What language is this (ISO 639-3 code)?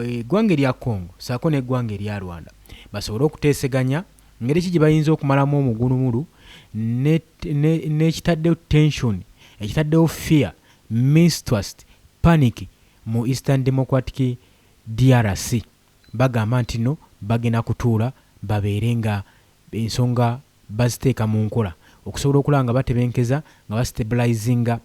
lug